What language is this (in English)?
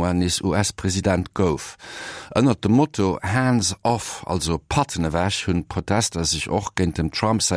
Luxembourgish